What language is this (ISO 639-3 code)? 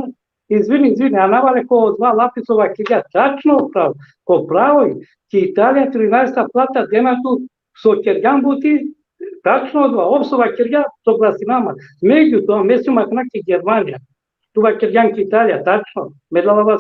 rmn